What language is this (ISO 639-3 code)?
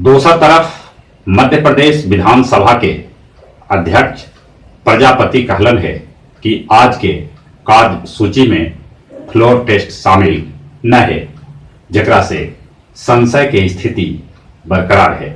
mag